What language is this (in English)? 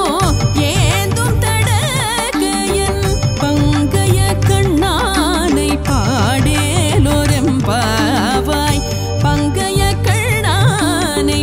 Tamil